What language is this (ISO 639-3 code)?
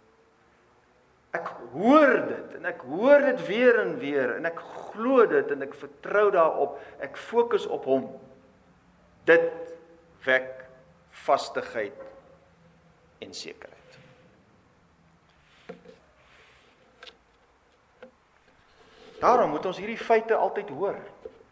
afr